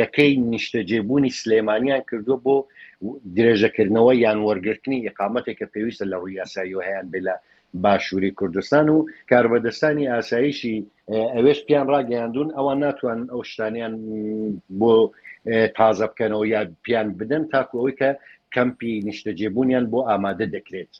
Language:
Central Kurdish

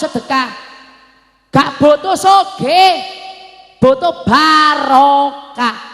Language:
Javanese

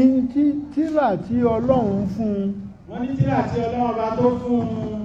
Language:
Yoruba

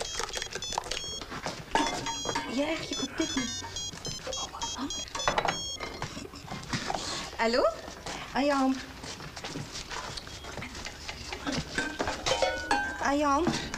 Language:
Egyptian Arabic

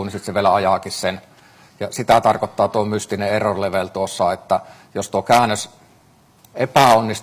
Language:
Finnish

